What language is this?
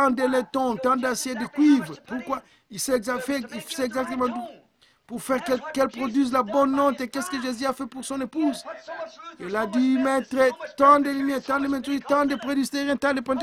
French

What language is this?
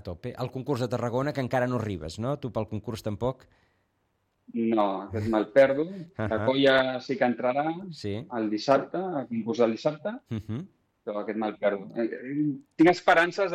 Catalan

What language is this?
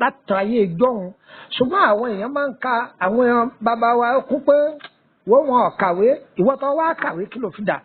Yoruba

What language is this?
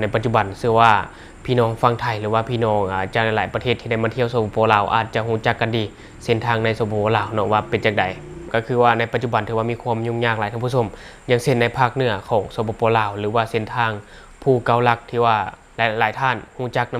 Lao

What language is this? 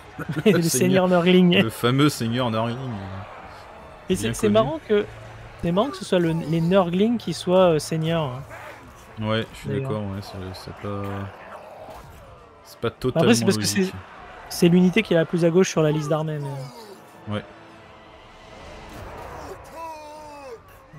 French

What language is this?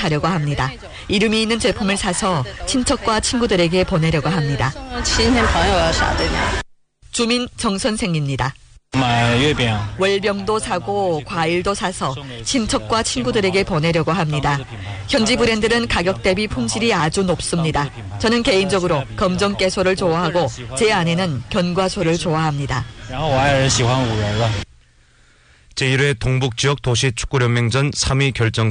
Korean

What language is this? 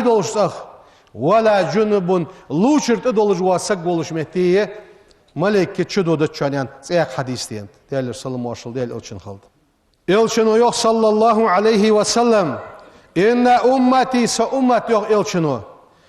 Ingush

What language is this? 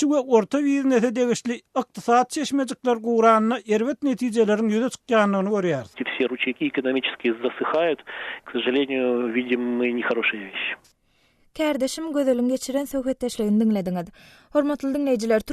Turkmen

